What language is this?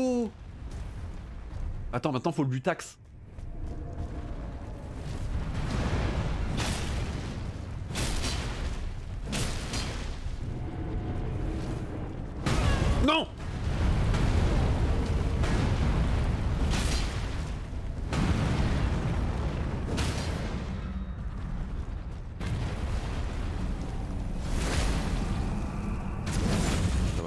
French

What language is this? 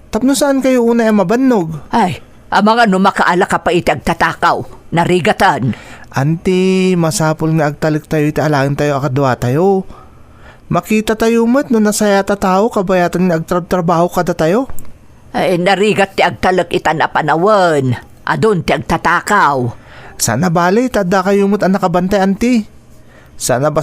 Iloko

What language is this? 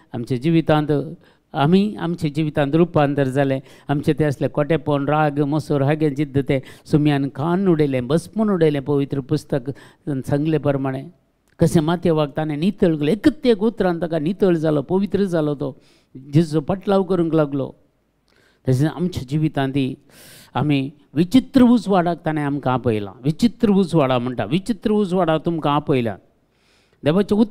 Konkani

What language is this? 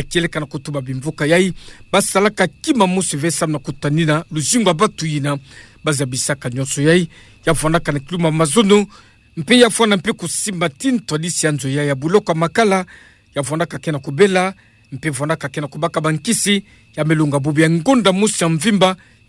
Kituba (Democratic Republic of Congo)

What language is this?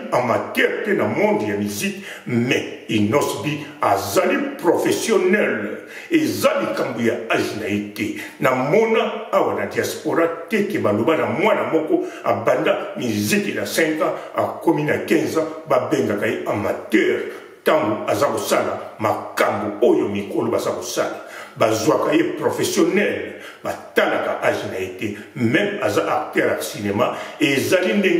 Lingala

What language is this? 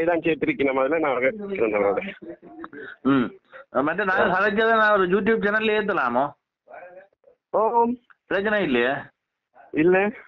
Tamil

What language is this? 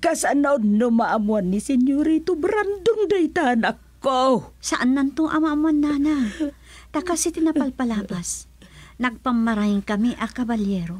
Iloko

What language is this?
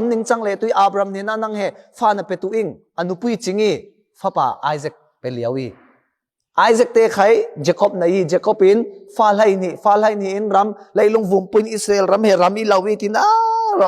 Falam Chin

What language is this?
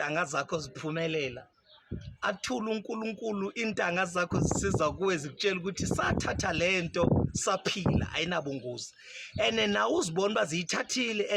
Zulu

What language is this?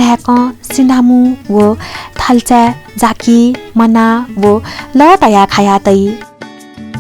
Newari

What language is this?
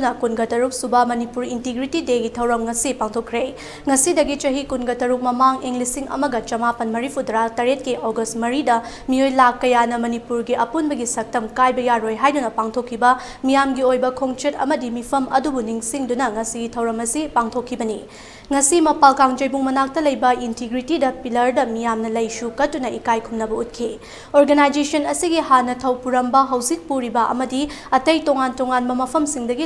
Manipuri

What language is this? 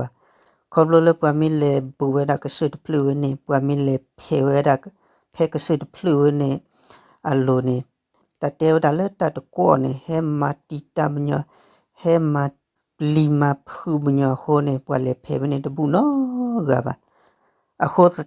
S'gaw Karen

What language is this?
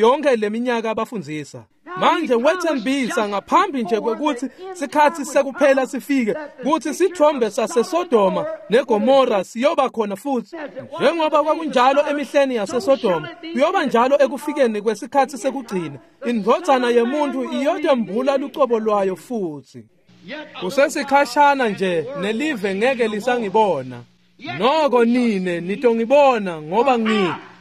Swati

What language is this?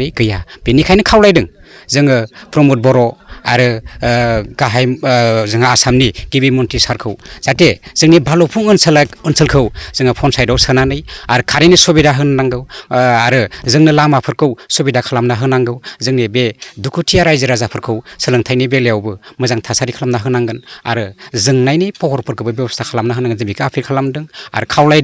Bodo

